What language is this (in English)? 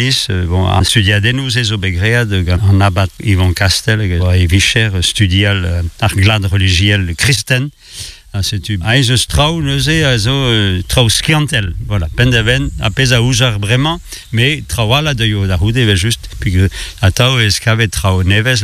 Breton